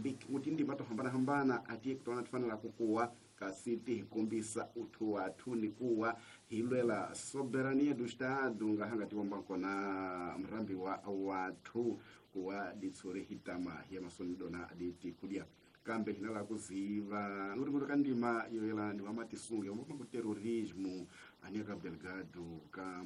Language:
Tsonga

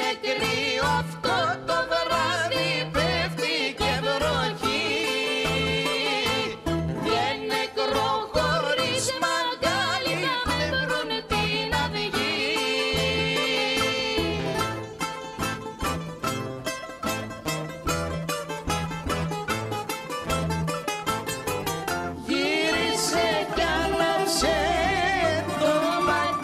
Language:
Greek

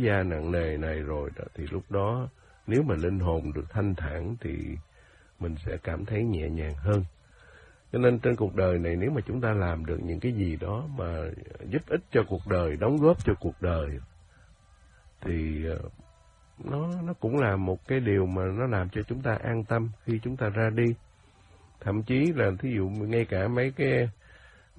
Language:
Vietnamese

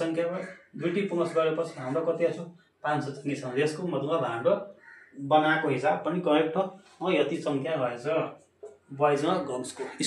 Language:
Nepali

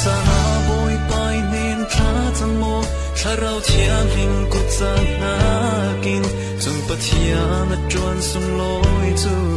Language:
Falam Chin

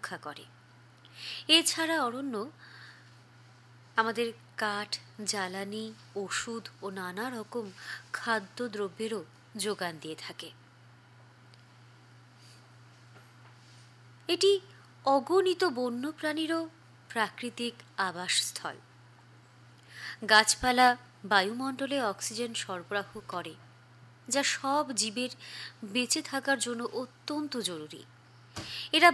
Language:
Bangla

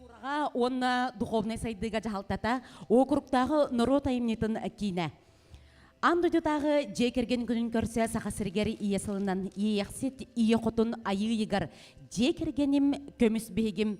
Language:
Yakut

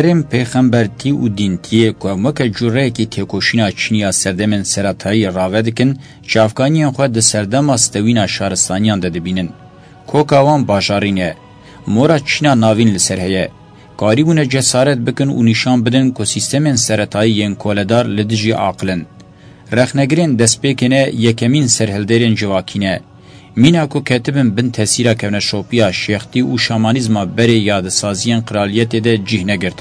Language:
Kurdish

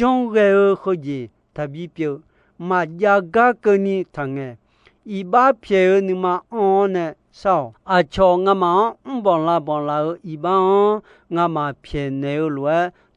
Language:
Akha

